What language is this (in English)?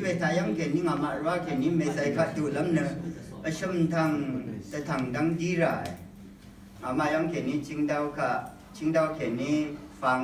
Rawang